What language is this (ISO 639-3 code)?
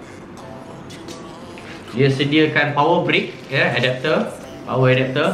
msa